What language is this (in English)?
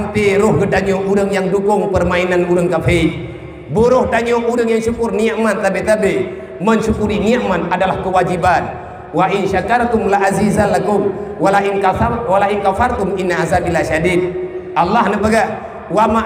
Achinese